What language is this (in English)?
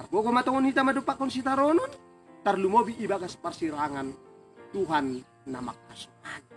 Batak Simalungun